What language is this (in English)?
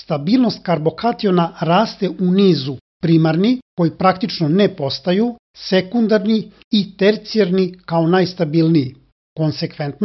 Serbian